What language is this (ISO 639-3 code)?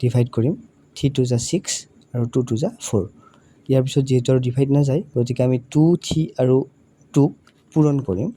asm